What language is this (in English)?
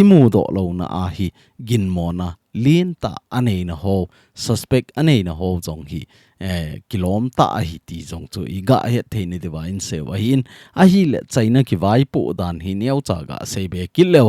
Thado Chin